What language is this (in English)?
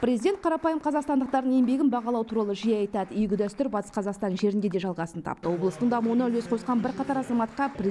Kazakh